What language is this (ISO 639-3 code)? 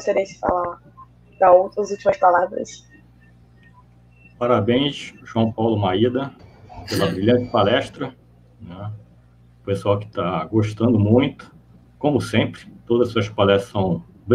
por